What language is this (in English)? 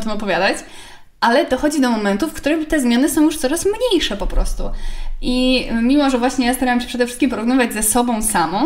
Polish